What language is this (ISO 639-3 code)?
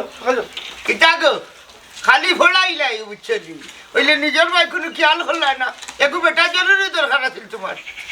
syl